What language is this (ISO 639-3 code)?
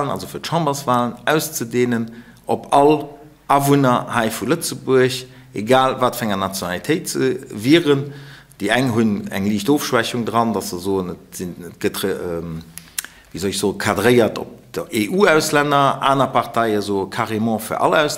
ltz